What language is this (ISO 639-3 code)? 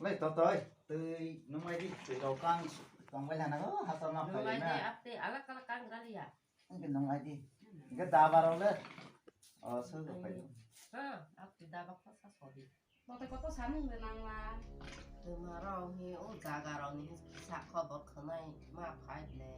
trp